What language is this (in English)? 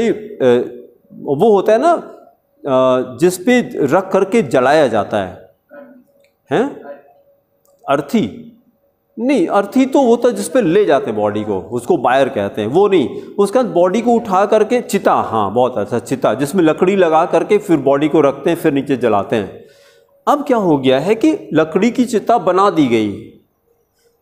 Hindi